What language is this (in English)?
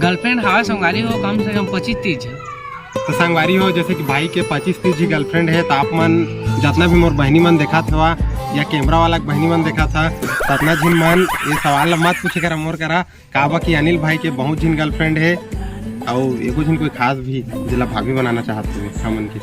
Chhattisgarhi